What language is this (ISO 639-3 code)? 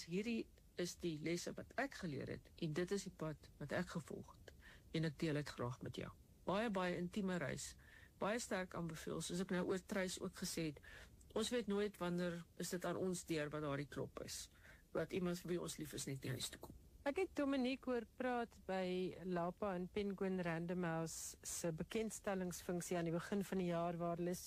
afr